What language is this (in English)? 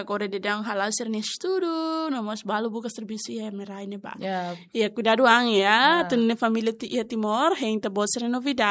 Tetum